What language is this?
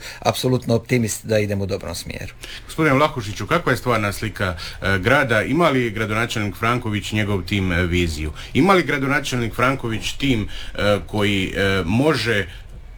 Croatian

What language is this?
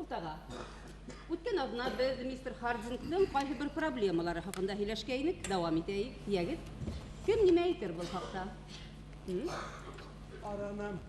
Bashkir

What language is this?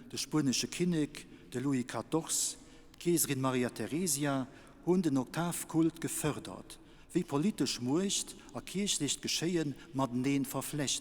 Luxembourgish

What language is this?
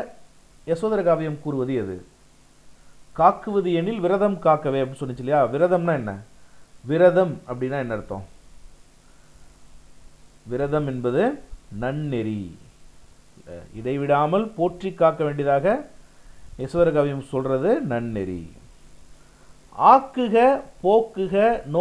Tamil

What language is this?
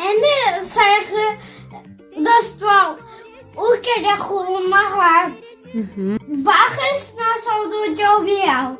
Crimean Tatar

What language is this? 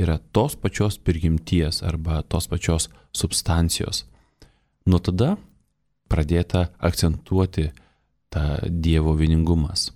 Lithuanian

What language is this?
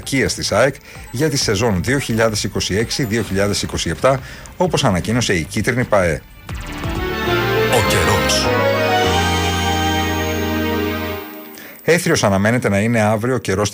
Greek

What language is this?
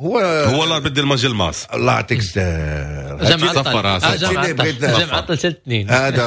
Moroccan Arabic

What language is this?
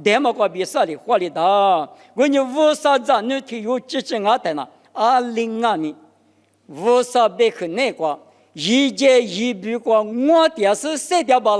Lisu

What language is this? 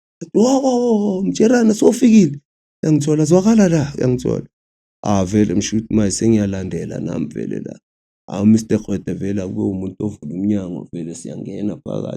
Zulu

